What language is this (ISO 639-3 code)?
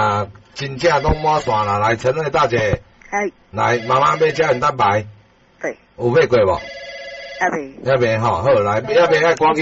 nan